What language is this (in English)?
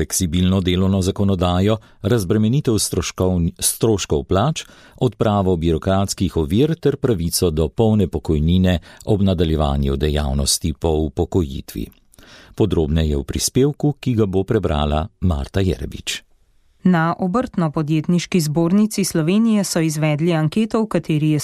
Slovenian